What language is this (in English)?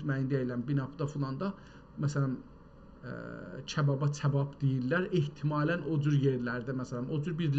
South Azerbaijani